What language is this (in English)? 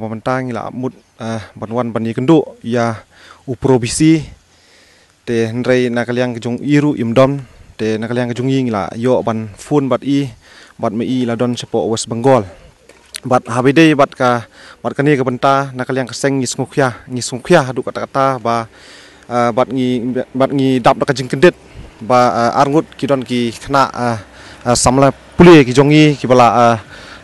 Khasi